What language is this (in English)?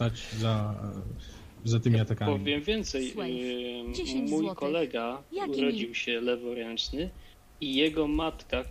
Polish